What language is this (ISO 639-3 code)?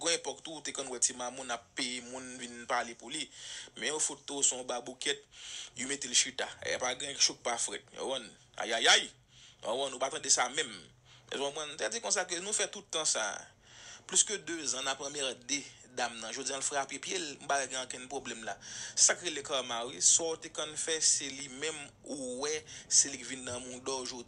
hat